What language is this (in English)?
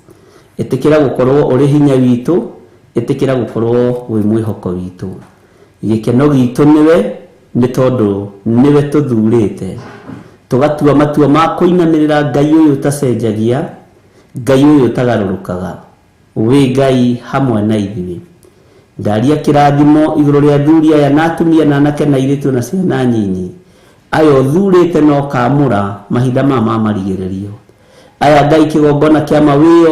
Kikuyu